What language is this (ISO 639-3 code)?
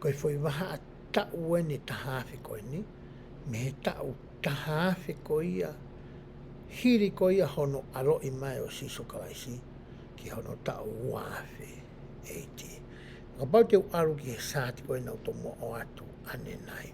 ton